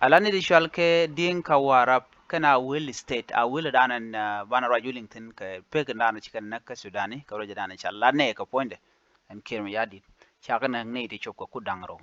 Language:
Nuer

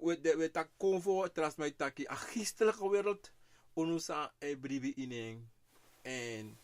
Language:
Sranan Tongo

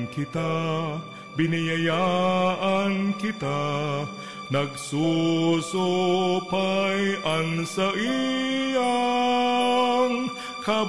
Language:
Bikol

